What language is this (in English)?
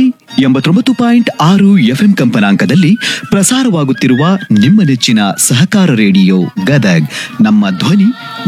Kannada